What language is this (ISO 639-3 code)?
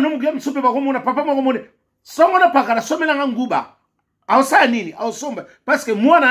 lin